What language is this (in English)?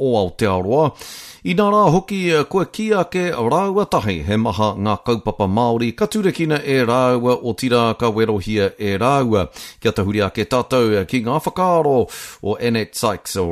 Māori